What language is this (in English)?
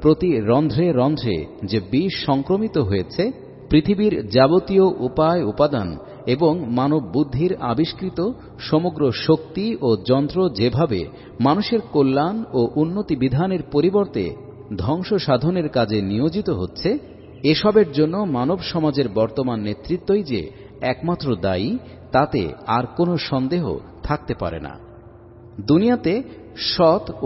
Bangla